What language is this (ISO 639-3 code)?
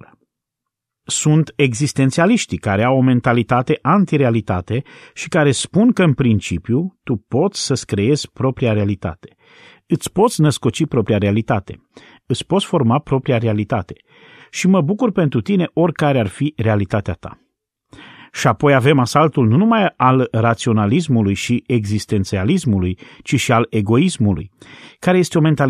ron